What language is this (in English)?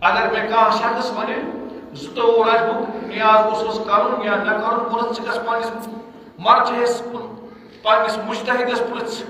Kashmiri